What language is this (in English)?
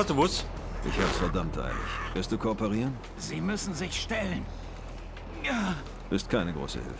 Bavarian